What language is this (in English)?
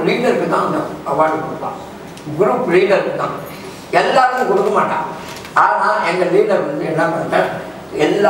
Tamil